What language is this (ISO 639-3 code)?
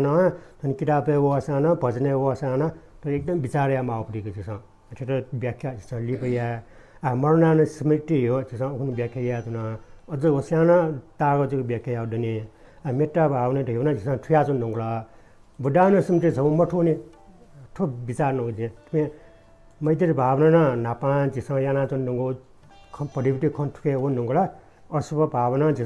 new